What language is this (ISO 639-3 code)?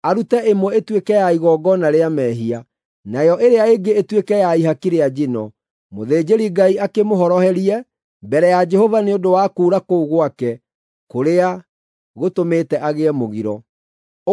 kik